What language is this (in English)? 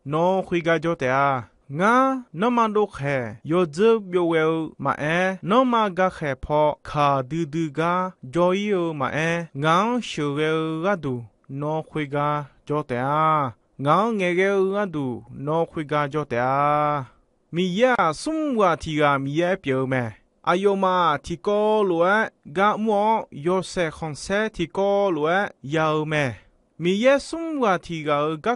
Akha